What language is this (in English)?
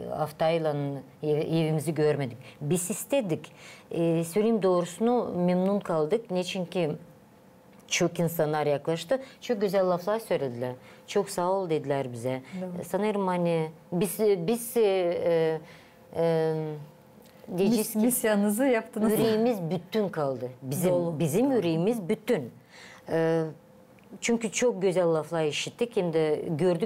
Gagauz